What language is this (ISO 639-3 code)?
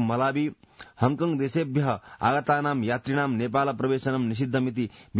san